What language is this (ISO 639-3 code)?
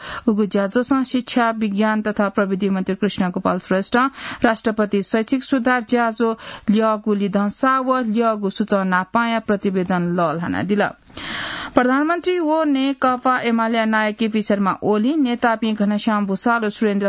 new